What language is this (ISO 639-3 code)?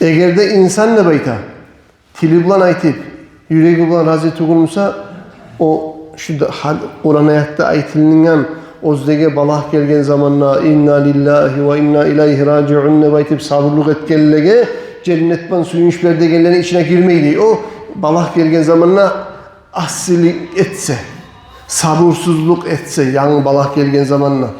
kum